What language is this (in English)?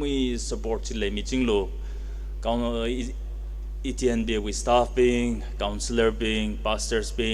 Tangkhul Naga (India)